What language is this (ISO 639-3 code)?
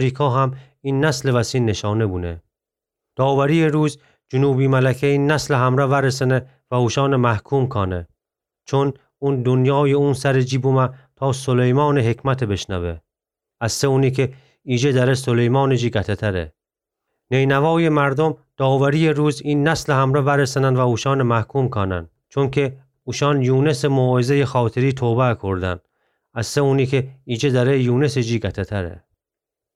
glk